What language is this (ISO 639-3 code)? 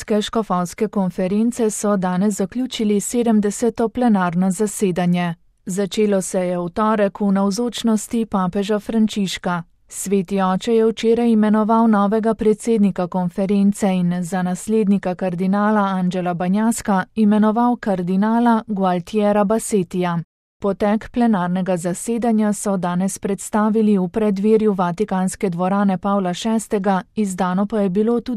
slv